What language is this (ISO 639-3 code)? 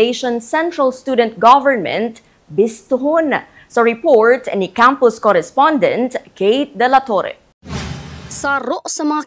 bik